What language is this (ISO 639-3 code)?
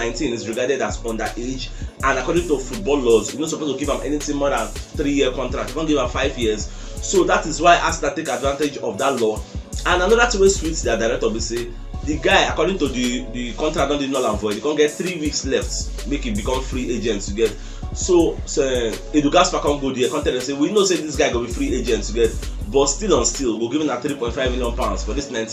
pcm